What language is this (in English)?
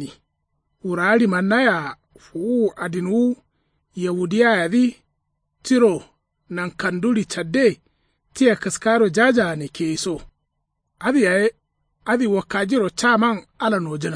Kanuri